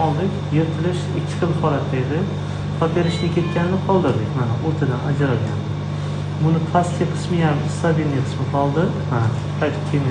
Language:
Uzbek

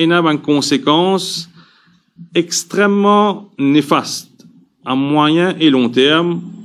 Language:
Morisyen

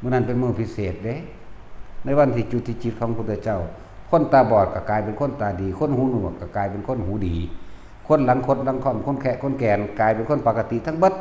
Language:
Northeastern Thai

